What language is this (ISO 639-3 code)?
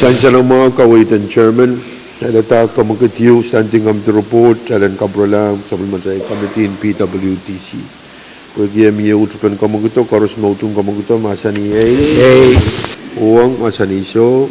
pon